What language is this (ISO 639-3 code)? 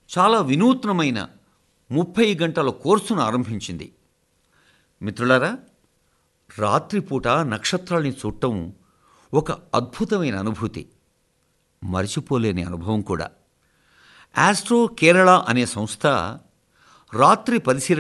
tel